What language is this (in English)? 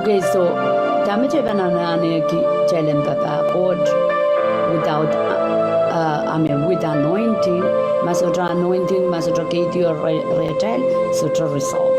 Pohnpeian